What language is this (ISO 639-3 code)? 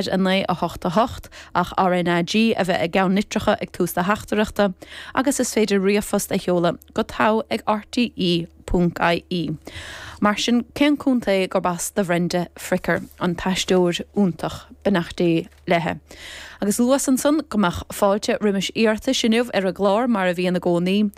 gle